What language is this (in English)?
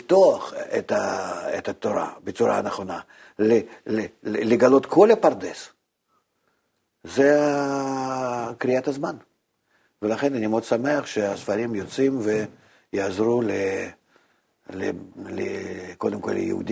Hebrew